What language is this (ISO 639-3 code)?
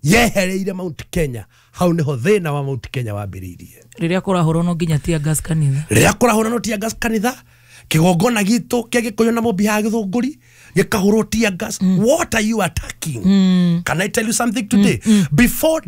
kik